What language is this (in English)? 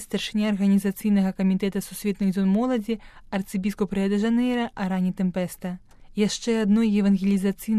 Belarusian